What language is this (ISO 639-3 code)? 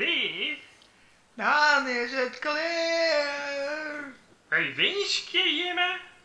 fry